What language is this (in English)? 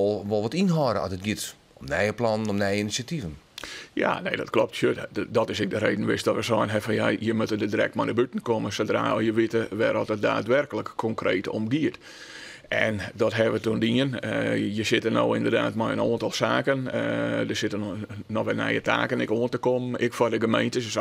Western Frisian